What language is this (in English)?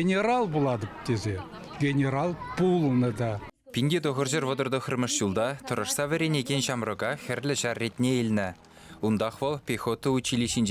Chuvash